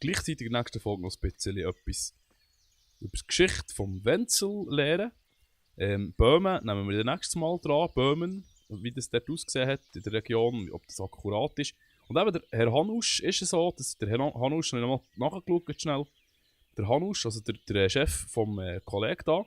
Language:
Swiss German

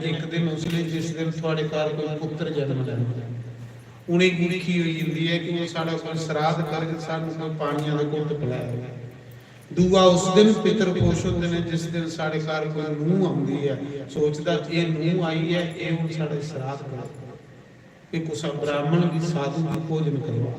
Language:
Dogri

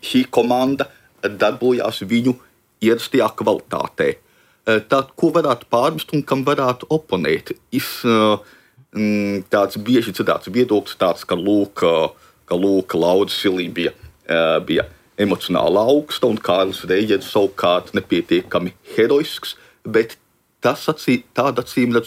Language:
Latvian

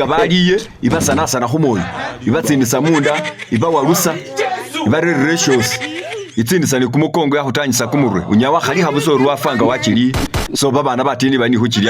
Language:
Masaaba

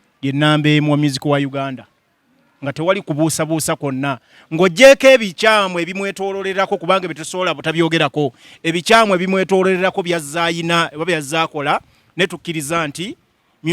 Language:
Ganda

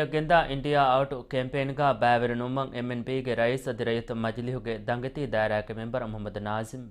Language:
Divehi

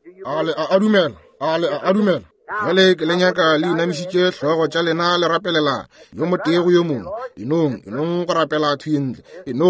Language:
Northern Sotho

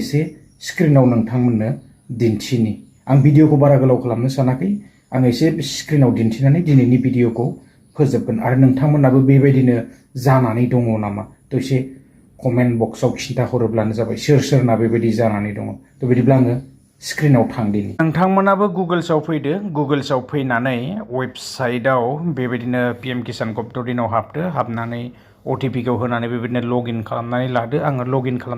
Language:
Bodo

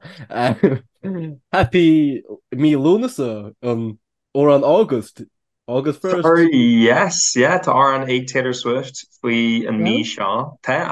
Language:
Irish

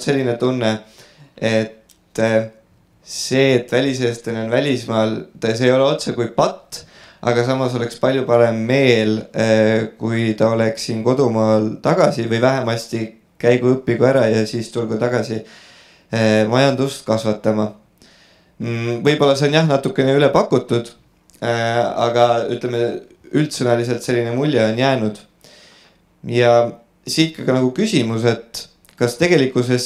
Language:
Estonian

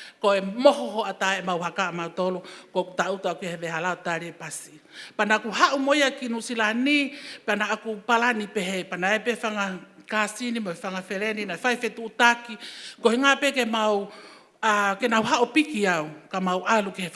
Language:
Tongan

